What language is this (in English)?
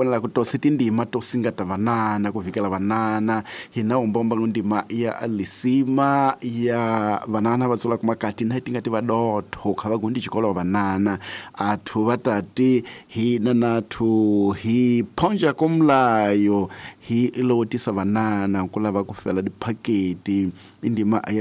Tsonga